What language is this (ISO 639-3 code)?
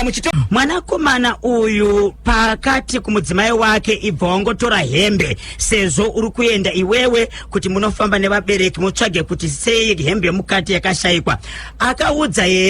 sna